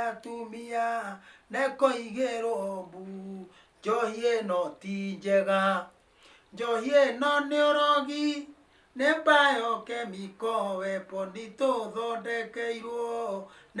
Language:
Kikuyu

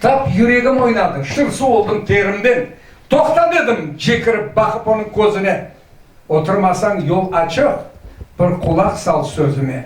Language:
Crimean Tatar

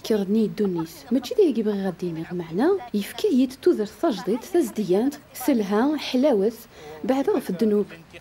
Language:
Kabyle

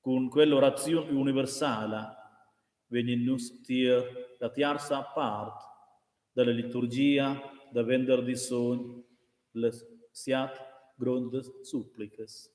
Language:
Romansh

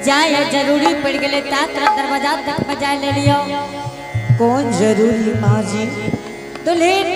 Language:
Angika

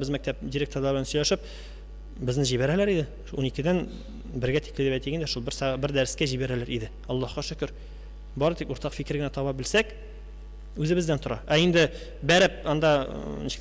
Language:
Tatar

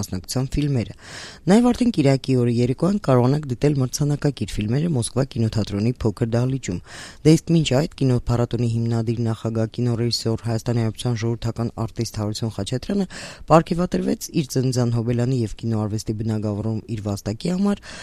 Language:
Armenian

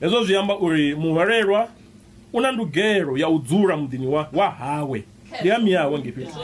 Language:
Venda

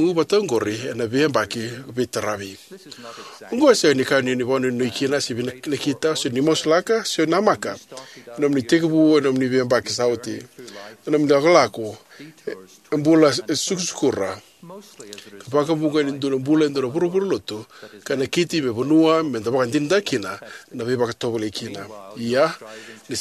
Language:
Fijian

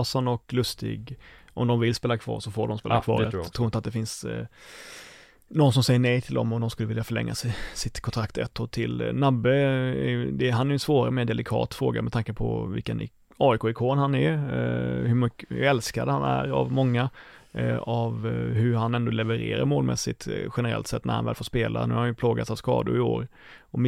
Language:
Swedish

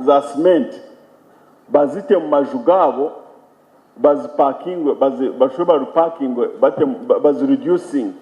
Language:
Nyankole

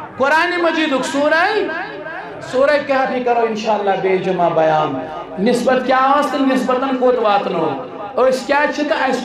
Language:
Kashmiri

